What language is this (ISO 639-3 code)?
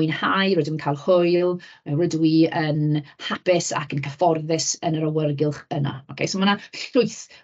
cym